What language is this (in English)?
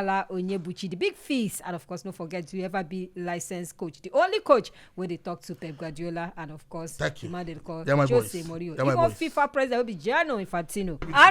Nigerian Pidgin